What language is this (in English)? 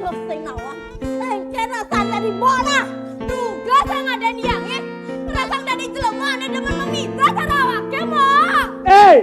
Balinese